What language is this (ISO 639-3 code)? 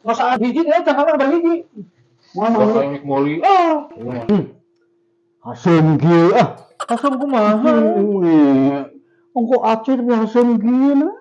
sun